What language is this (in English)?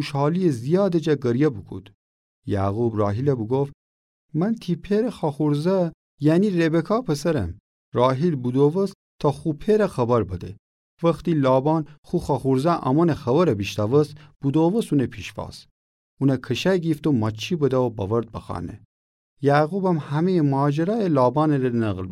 Gilaki